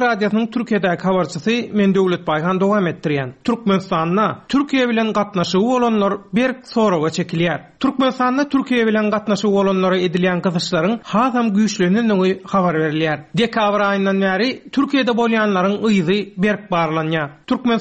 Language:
Turkmen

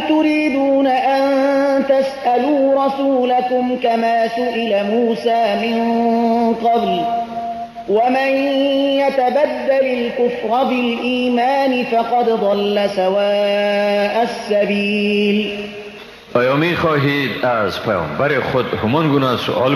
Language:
Tajik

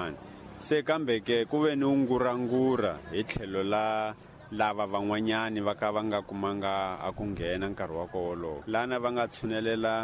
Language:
Tsonga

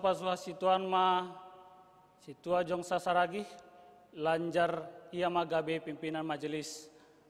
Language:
Batak Simalungun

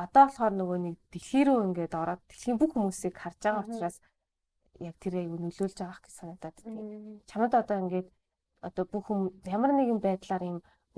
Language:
Mongolian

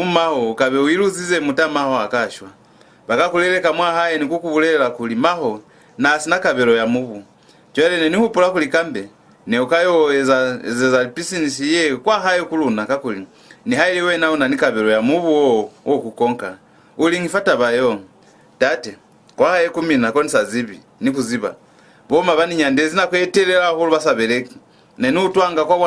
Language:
Lozi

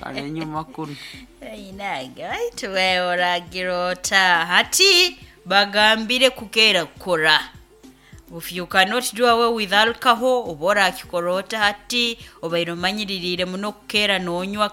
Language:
Nyoro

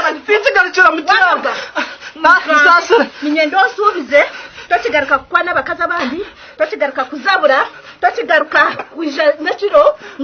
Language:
Nyankole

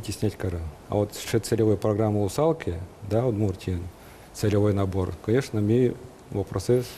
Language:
Udmurt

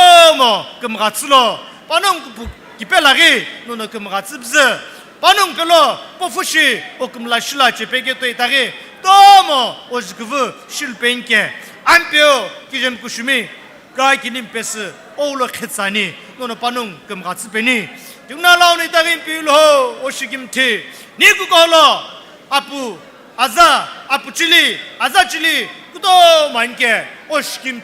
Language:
Sumi Naga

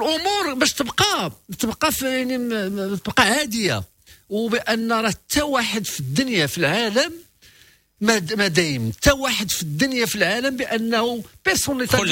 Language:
Moroccan Arabic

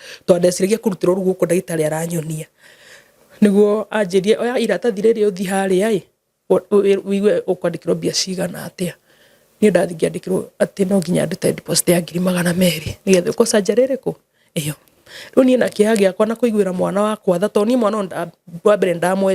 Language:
Kikuyu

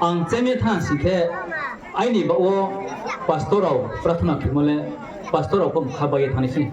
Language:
Riang (India)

